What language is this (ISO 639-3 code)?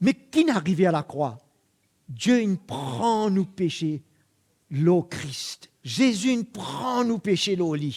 mfe